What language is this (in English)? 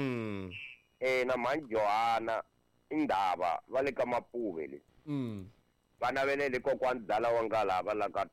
Tsonga